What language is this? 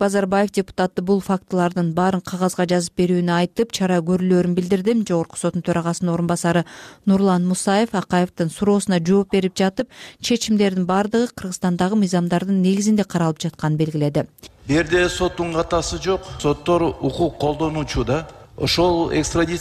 Kyrgyz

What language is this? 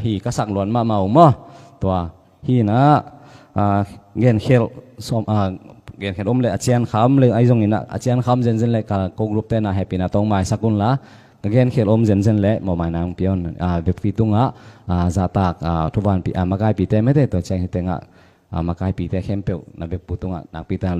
Tedim Chin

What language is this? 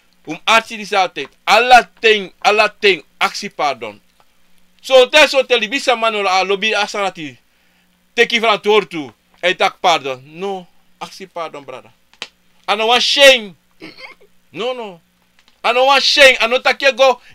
Sranan Tongo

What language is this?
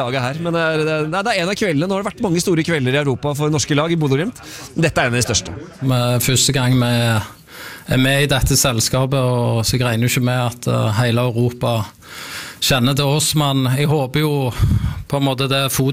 Norwegian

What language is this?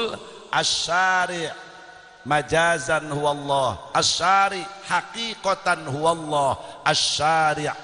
Sundanese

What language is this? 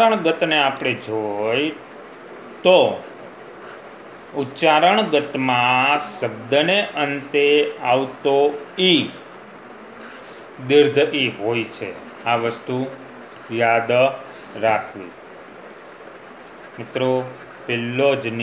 Gujarati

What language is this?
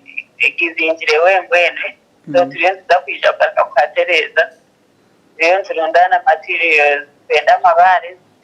Nyankole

